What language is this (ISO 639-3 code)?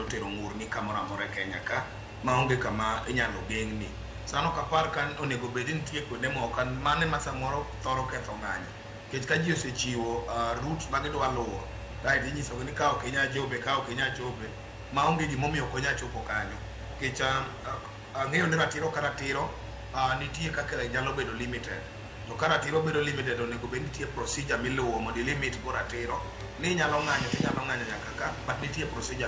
luo